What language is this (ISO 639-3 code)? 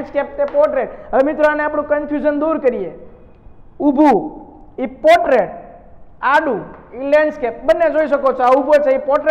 guj